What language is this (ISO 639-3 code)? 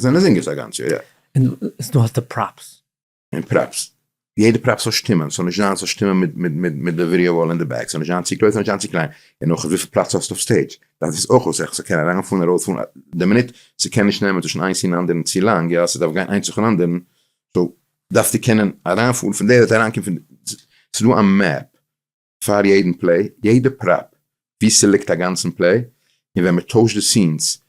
yid